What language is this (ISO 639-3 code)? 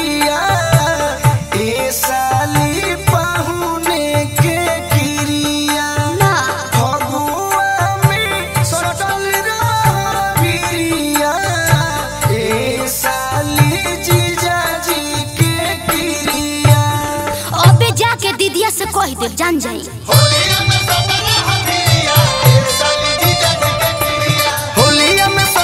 bho